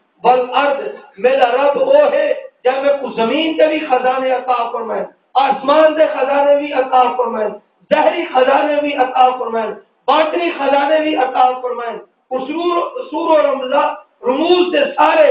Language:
Saraiki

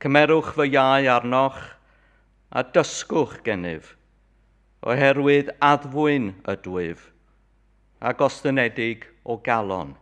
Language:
Welsh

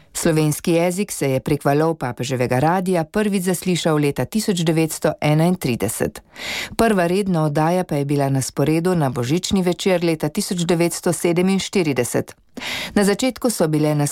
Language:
Slovenian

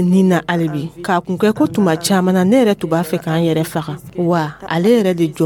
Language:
Dyula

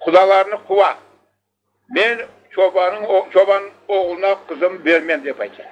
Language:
Crimean Tatar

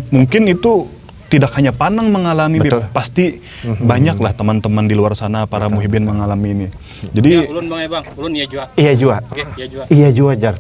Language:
Banjar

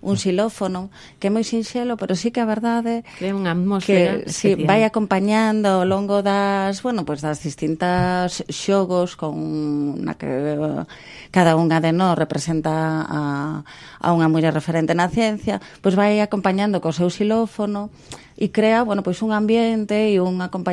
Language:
Galician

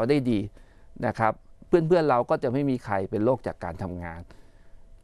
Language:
Thai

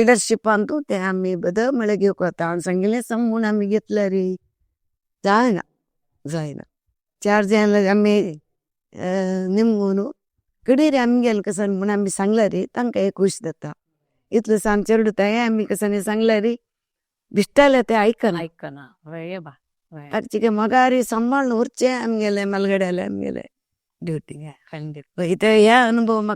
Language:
Konkani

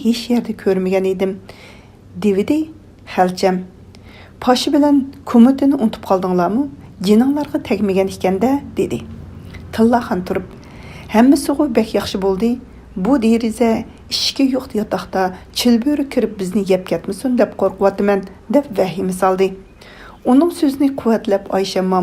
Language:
Uyghur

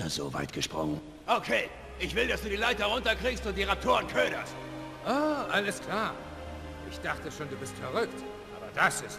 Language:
Bavarian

